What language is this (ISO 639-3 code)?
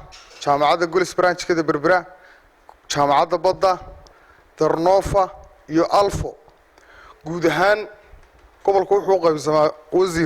som